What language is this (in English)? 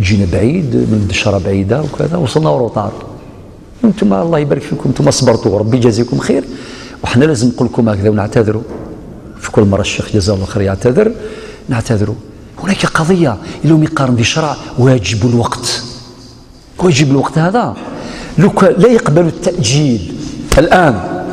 Algerian Arabic